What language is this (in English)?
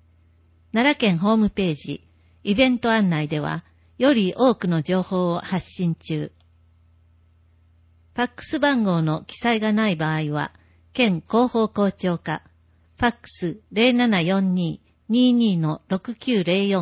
Japanese